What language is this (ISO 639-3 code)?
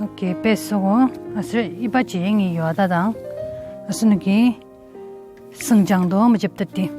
njo